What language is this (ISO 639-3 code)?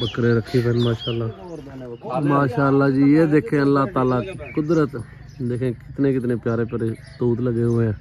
skr